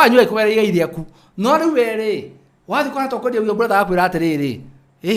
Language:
Kikuyu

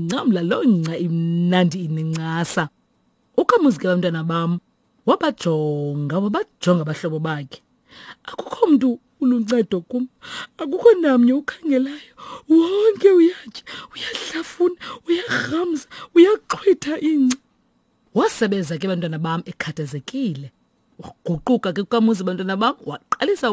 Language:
Xhosa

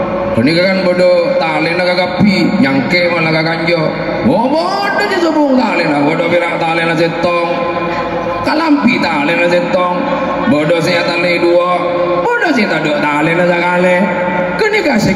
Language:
Madurese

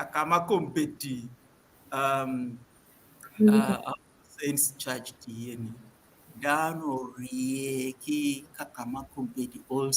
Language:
Acoli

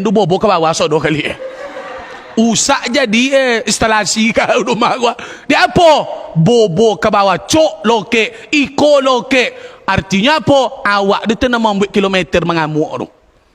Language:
Minangkabau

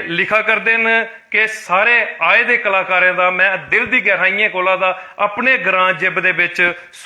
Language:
Dogri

